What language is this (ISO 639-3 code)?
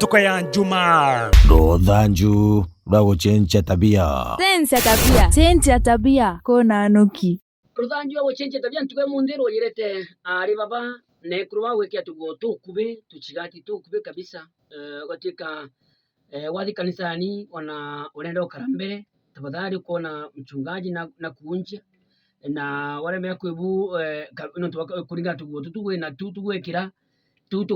mer